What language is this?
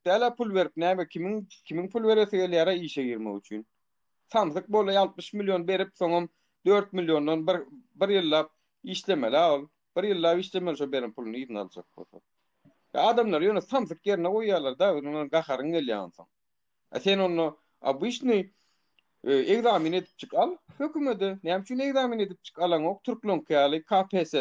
Turkmen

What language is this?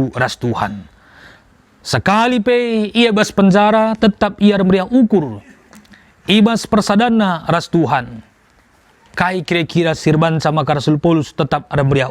Batak Karo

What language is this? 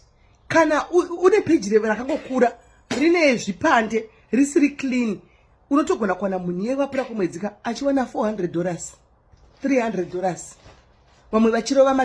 Shona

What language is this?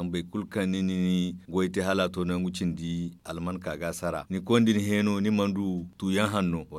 Zarma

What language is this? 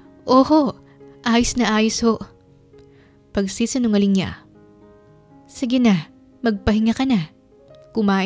Filipino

